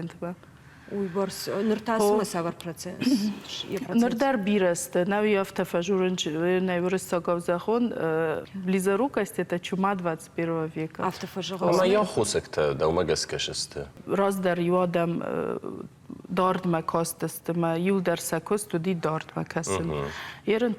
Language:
Ossetic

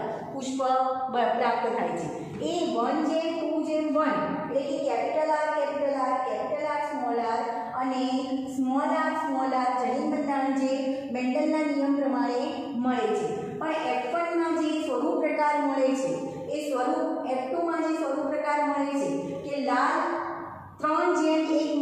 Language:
Gujarati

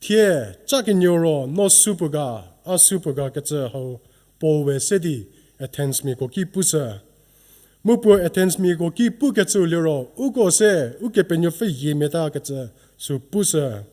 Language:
Angami Naga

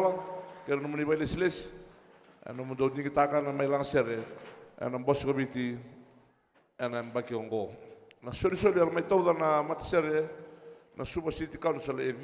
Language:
Fijian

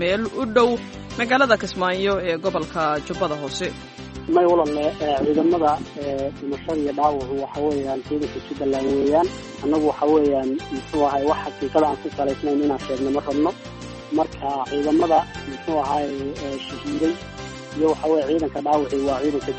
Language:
Somali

